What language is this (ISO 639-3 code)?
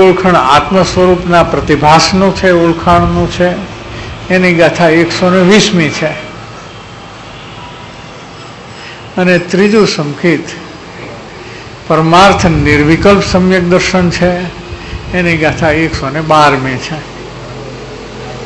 guj